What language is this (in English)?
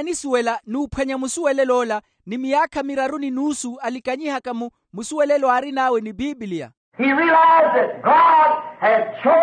Makhuwa